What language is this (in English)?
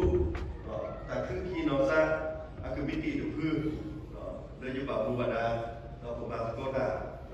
S'gaw Karen